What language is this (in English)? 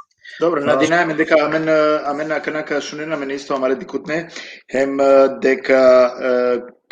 Balkan Romani